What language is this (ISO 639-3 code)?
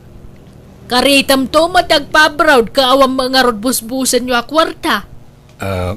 ilo